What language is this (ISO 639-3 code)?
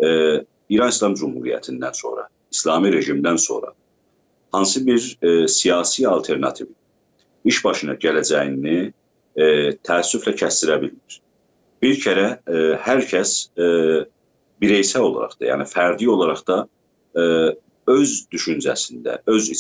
azb